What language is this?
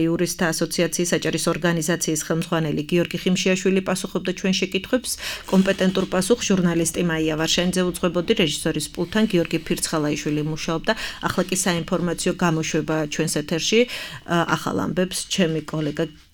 Georgian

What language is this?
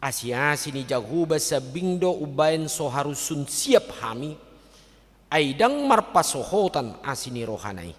Batak Toba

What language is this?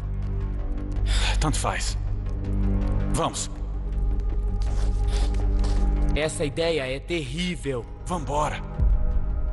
Portuguese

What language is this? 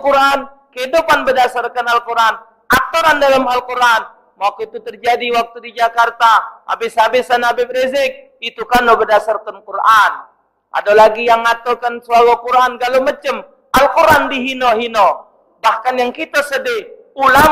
Musi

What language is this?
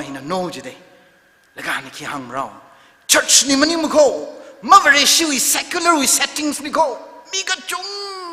Tangkhul Naga (India)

